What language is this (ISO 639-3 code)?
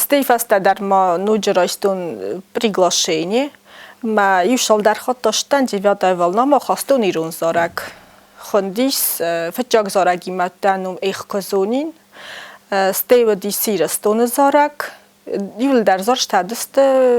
oss